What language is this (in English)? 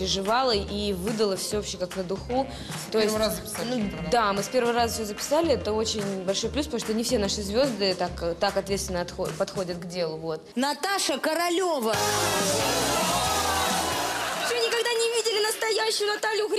Russian